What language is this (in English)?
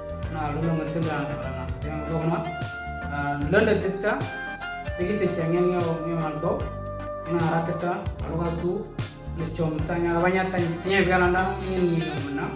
Moro